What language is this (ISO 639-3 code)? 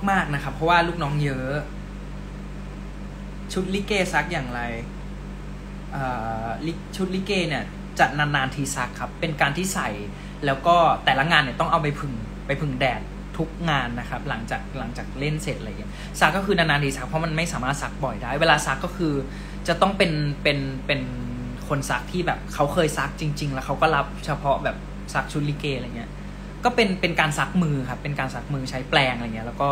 tha